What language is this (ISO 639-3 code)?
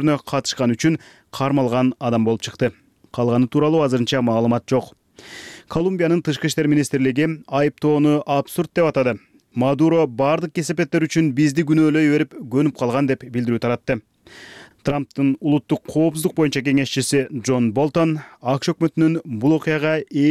kir